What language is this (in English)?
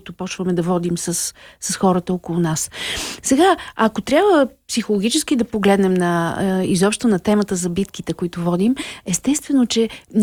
Bulgarian